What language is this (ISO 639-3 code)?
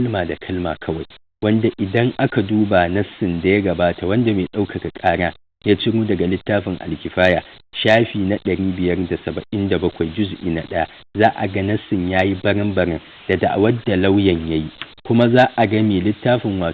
hau